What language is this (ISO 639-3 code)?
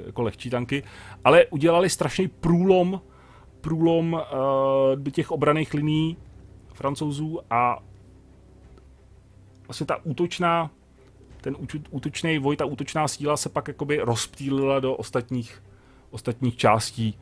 ces